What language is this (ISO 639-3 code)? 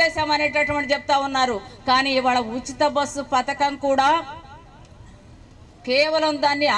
tel